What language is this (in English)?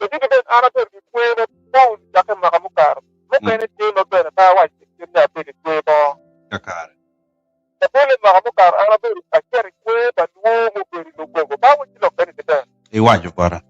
Acoli